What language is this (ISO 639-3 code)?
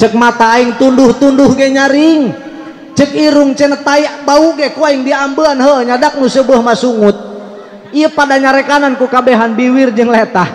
sun